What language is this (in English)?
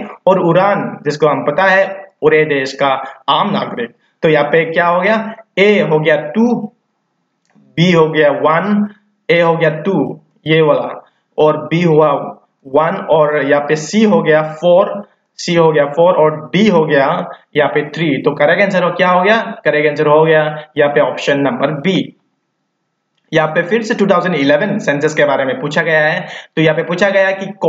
Hindi